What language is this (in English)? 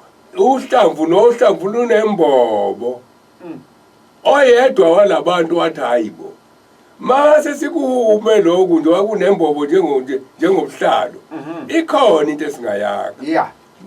Zulu